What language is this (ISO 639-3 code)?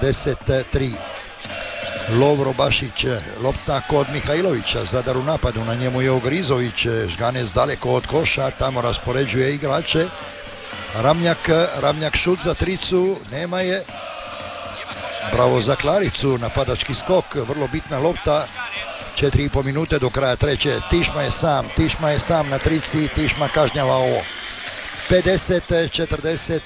hrv